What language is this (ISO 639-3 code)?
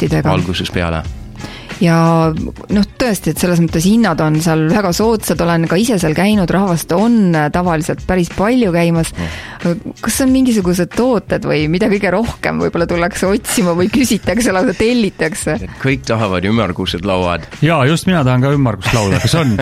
est